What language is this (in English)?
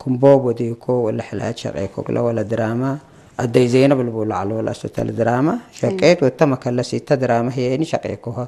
Tigre